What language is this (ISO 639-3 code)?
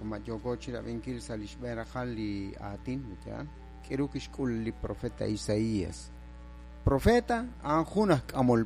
kek